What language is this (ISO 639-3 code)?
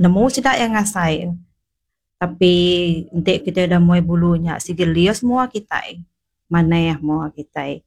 iba